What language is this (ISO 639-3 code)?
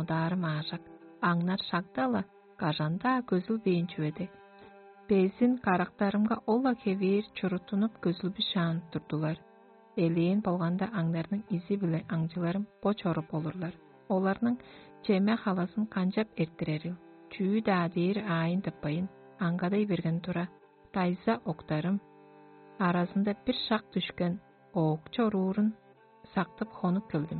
tyv